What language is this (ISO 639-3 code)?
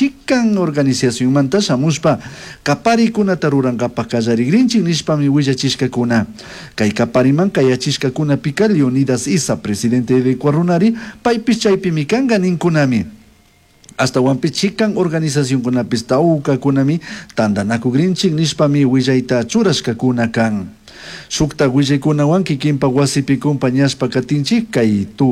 qug